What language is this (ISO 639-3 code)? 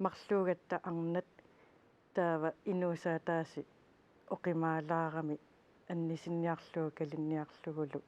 kal